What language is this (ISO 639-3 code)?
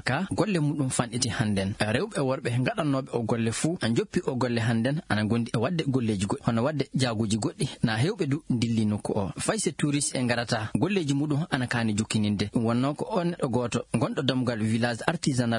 ful